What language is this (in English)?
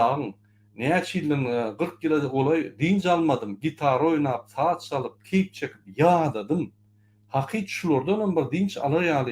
Turkmen